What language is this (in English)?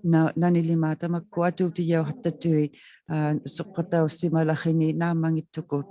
Inuktitut